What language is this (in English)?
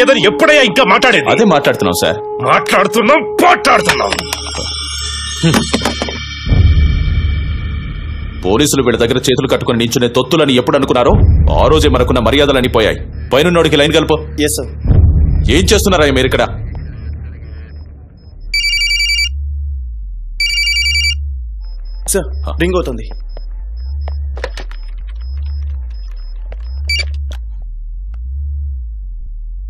Telugu